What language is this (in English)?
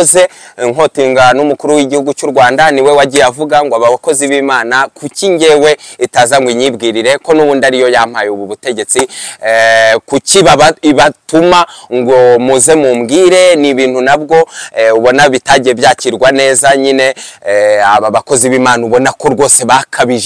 Kinyarwanda